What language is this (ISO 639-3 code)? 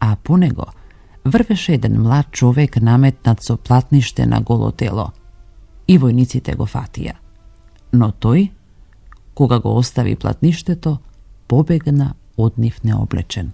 mkd